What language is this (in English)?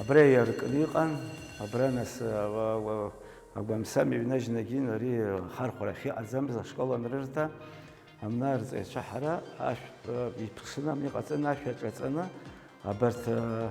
Abkhazian